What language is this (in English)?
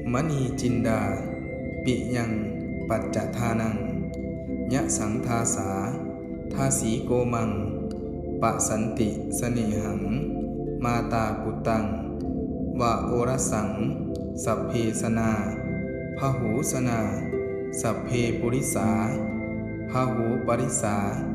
Pali